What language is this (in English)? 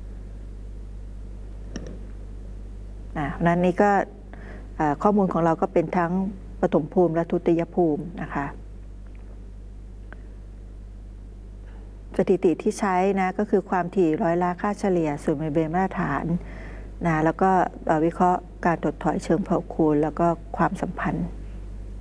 Thai